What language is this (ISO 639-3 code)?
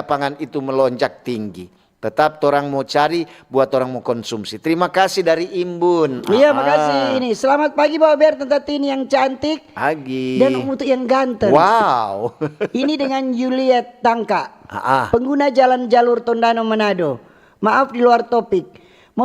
xmm